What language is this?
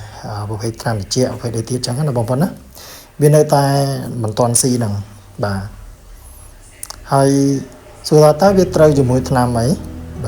Khmer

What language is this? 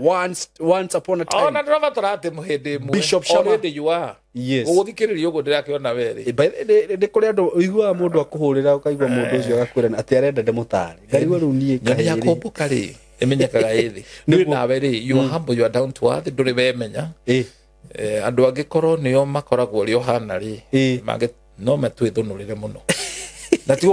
Kikuyu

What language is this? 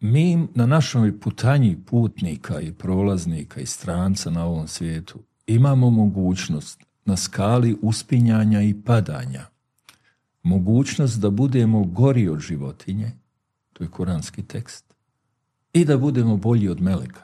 Bosnian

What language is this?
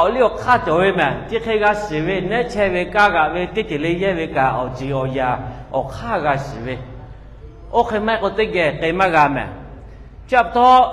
Lahu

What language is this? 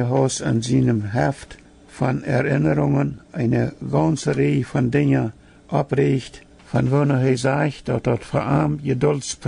Plautdietsch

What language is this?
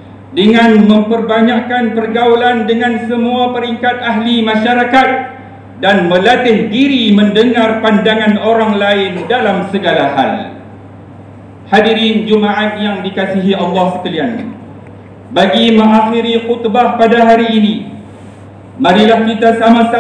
Malay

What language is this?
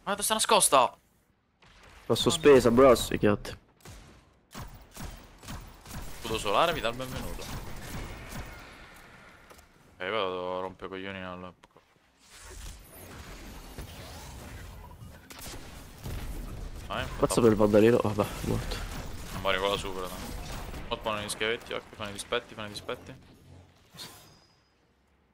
Italian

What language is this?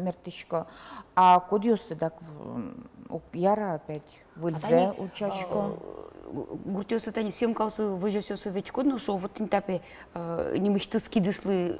Udmurt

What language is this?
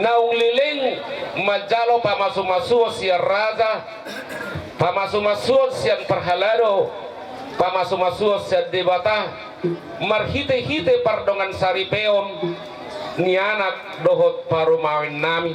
Batak Toba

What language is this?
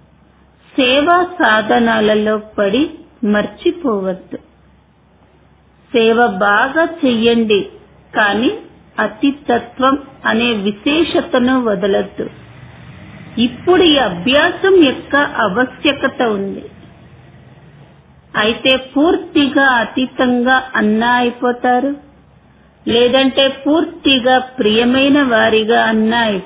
Telugu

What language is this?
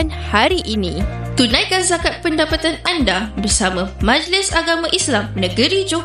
Malay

